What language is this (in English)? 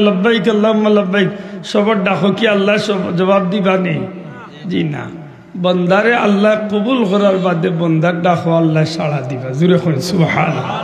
Sylheti